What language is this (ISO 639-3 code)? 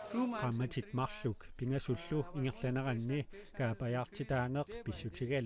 kal